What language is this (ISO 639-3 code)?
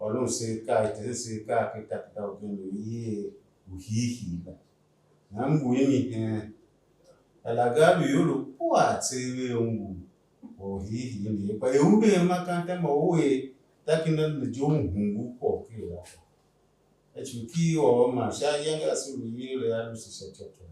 tiv